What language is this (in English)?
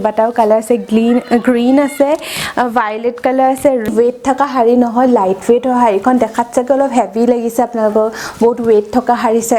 Assamese